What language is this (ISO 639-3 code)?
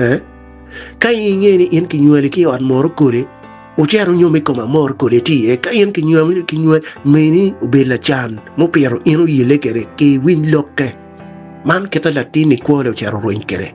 ach